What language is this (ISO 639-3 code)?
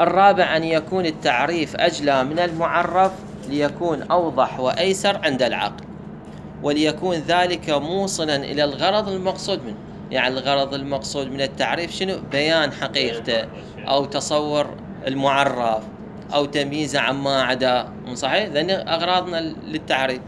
acm